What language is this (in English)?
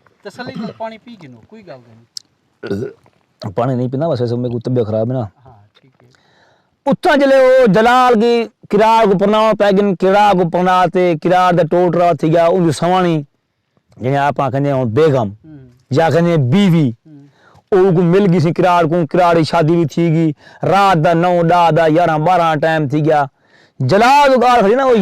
Saraiki